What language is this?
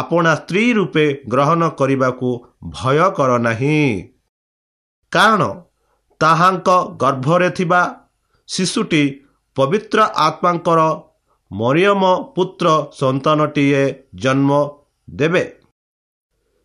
Odia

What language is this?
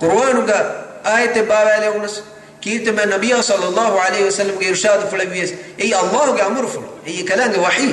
Divehi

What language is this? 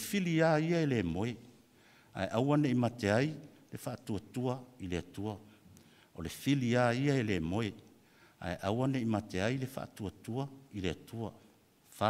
Samoan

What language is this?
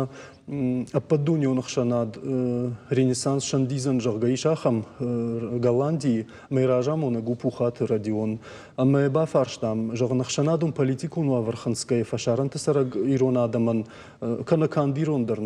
Ossetic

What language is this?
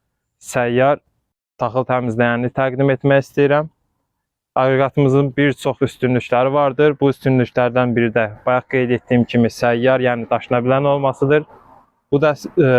Azerbaijani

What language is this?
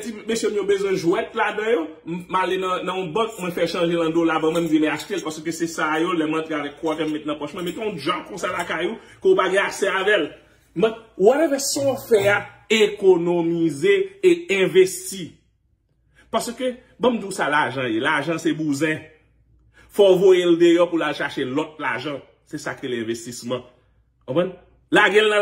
Haitian Creole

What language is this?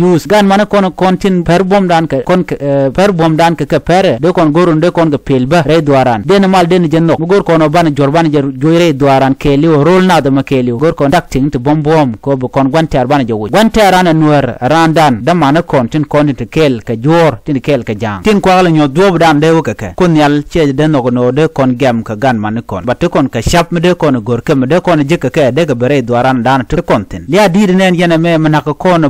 Nuer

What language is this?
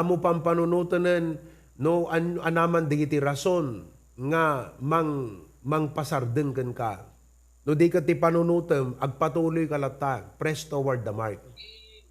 Iloko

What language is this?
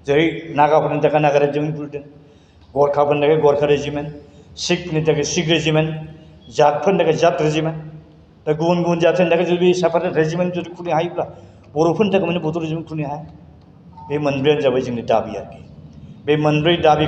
Bodo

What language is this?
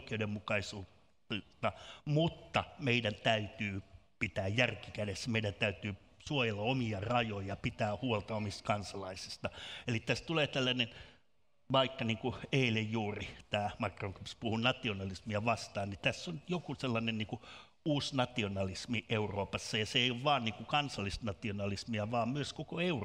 Finnish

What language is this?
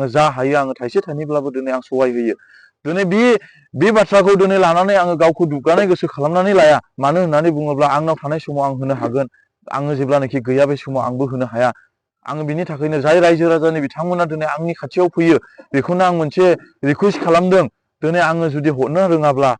Bodo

